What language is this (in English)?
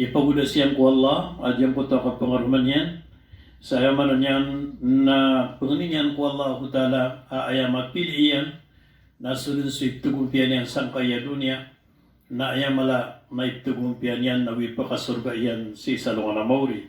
Maranao